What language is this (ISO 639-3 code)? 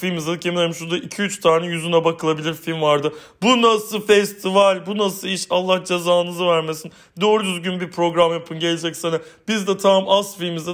tur